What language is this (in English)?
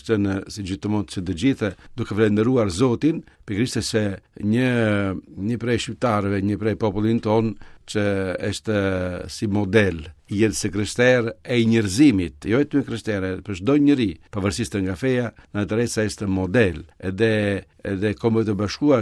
Albanian